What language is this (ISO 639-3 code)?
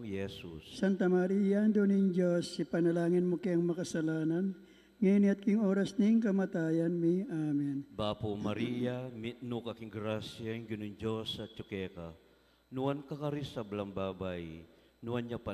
pam